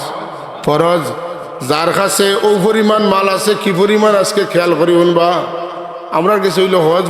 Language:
Sylheti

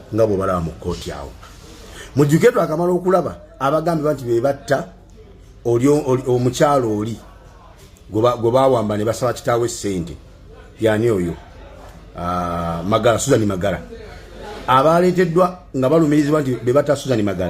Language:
Ganda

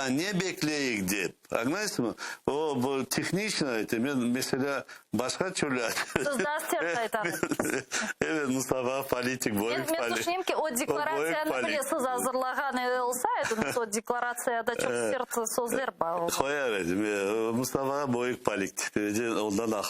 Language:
Crimean Tatar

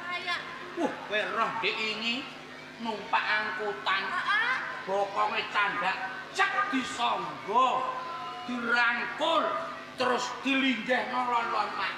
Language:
Javanese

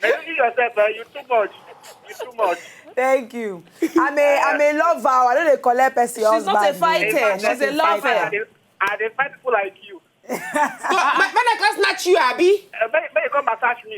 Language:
Nigerian Pidgin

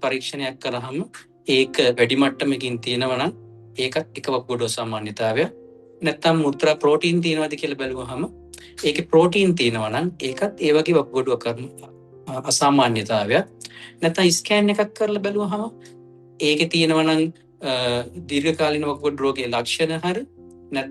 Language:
Sinhala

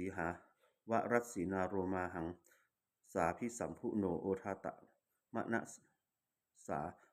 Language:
Pali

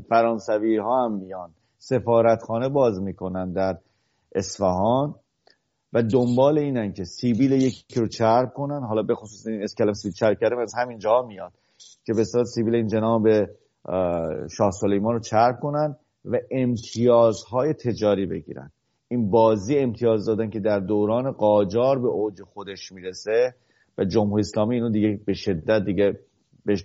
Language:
Persian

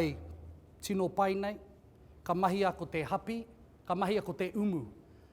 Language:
Māori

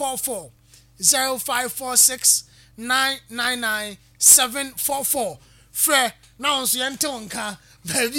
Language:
Akan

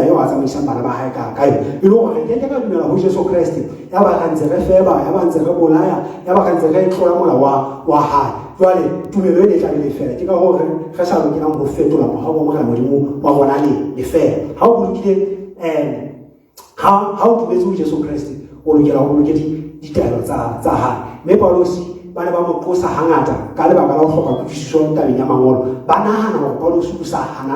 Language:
Southern Sotho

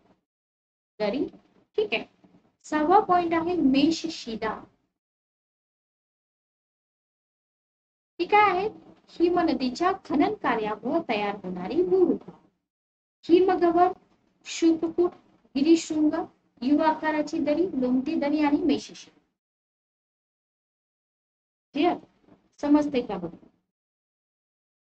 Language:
Marathi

